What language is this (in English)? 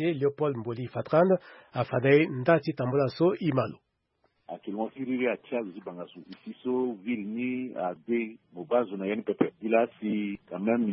Sango